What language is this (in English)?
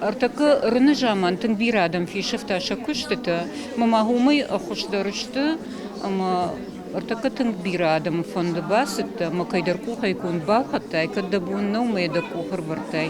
Ossetic